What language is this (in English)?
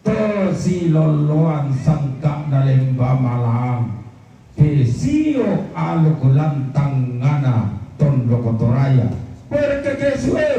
Toraja-Sa'dan